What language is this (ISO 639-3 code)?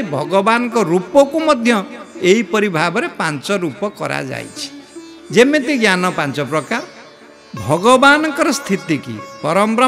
ori